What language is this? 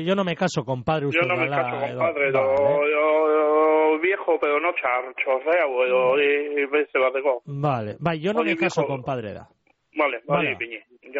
Basque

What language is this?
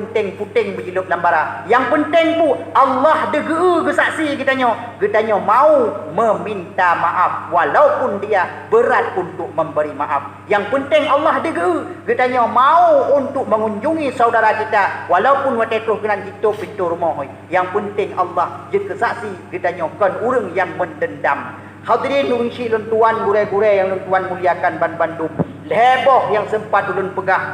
Achinese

